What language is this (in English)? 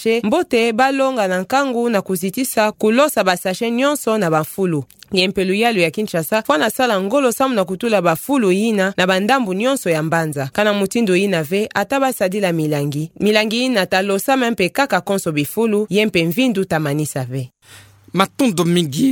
Kituba (Democratic Republic of Congo)